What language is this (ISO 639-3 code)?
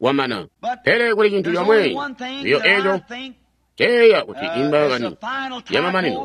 toi